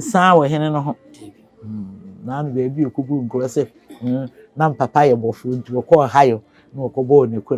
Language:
Akan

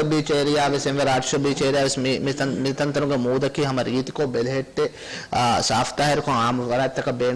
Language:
Divehi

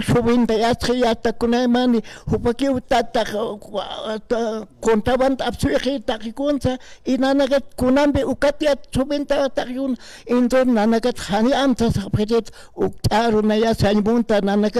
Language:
Aymara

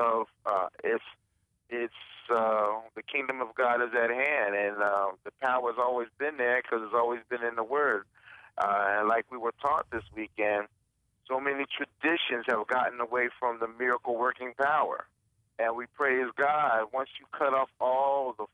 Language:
English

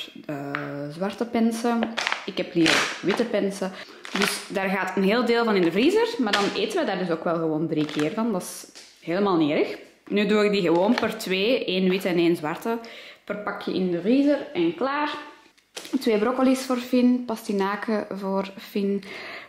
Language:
Dutch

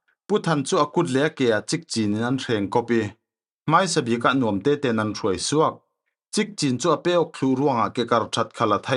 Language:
Falam Chin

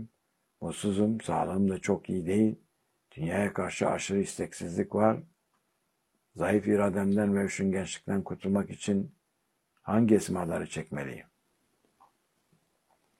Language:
Turkish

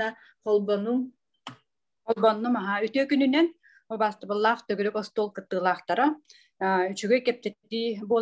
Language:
Yakut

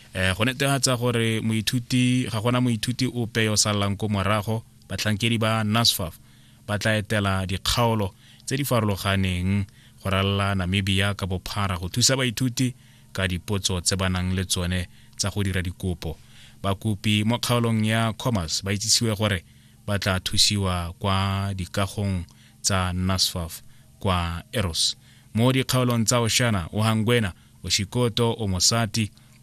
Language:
Tswana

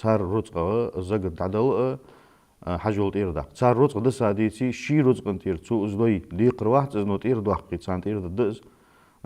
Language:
Ingush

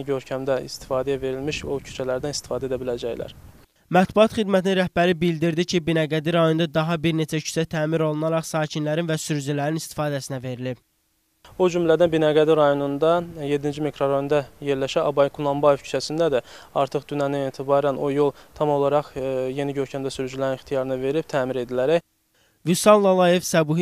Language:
Azerbaijani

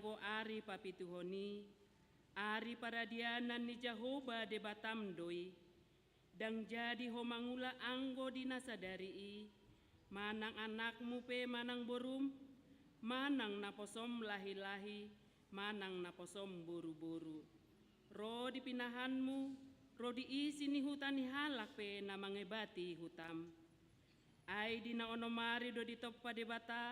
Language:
Batak Toba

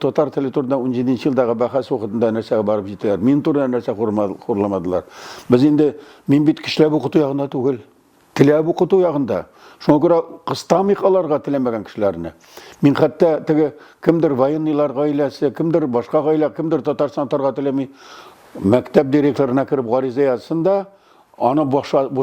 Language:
Tatar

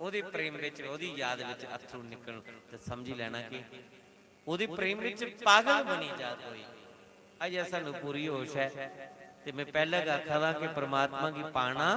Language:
Dogri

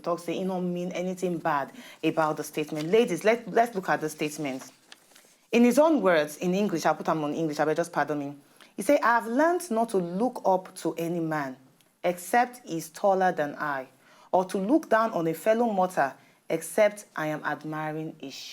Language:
Nigerian Pidgin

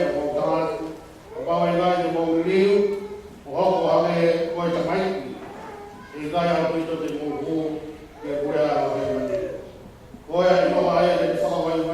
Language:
Tongan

